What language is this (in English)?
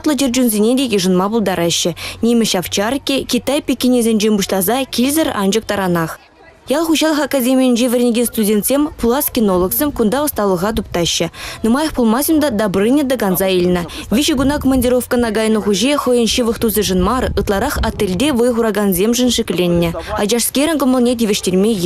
Chuvash